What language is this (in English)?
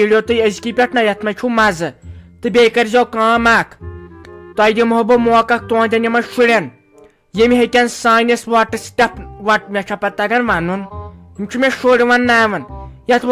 Kashmiri